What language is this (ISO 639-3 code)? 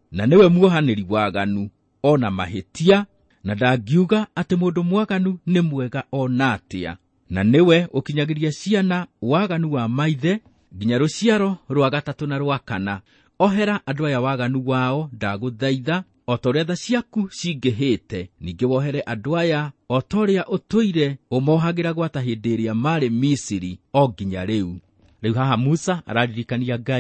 kik